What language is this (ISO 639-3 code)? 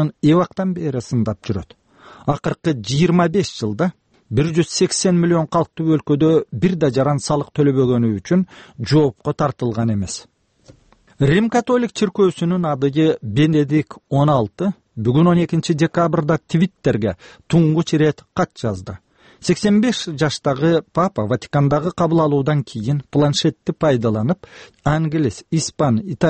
kir